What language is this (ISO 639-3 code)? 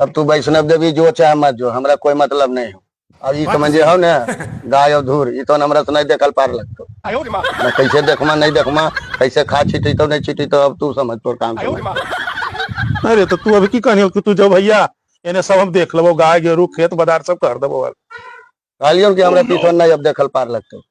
mag